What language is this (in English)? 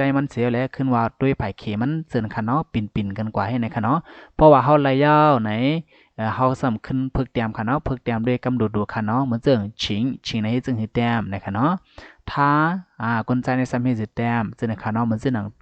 Shan